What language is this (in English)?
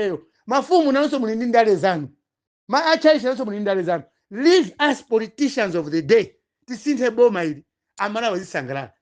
Nyanja